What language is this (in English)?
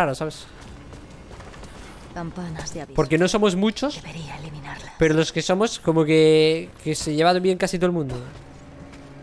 Spanish